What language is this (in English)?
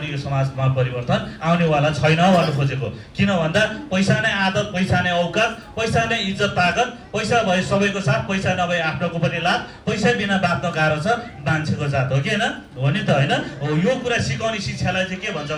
Nepali